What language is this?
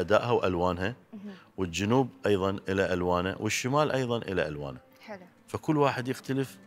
Mesopotamian Arabic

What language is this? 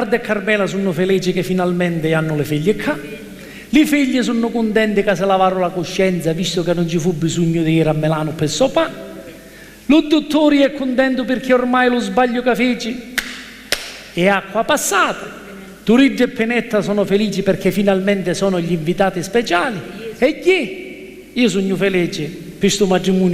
Sicilian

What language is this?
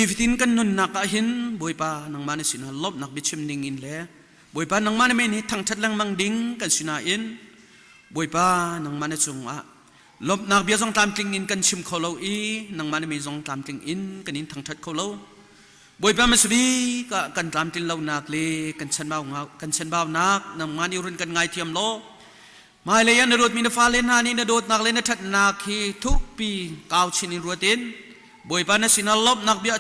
Hakha Chin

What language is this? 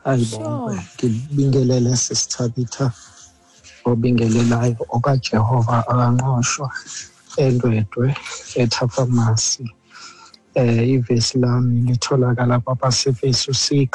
Xhosa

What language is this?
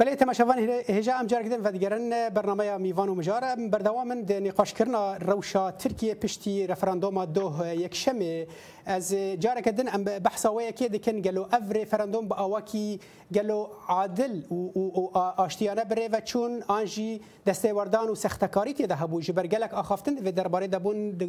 Kurdish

